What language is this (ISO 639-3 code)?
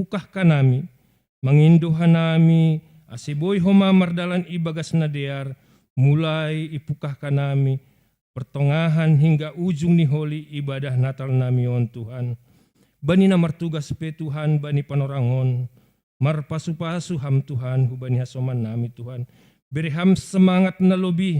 bts